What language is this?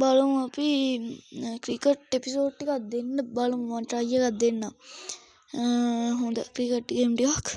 Sinhala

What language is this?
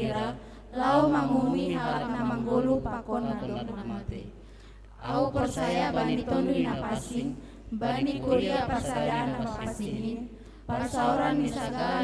Batak Simalungun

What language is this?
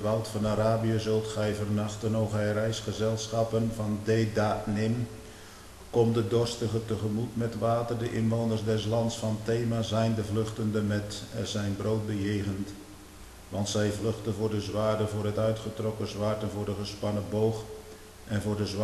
Dutch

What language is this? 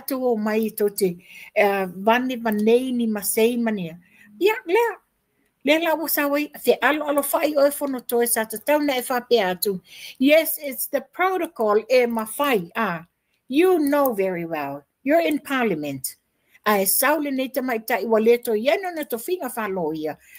Samoan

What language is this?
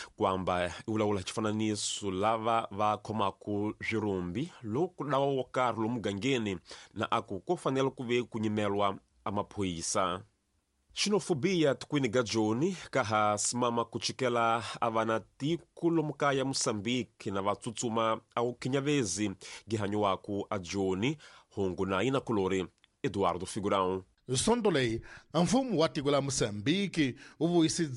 Tsonga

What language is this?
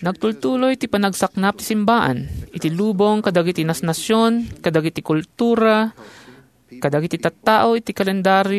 Iloko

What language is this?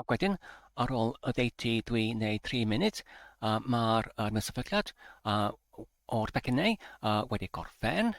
Welsh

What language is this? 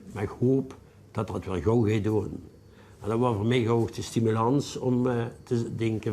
Limburgish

